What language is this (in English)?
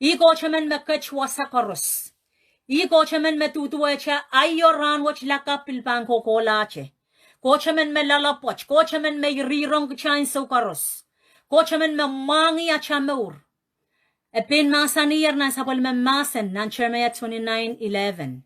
Pohnpeian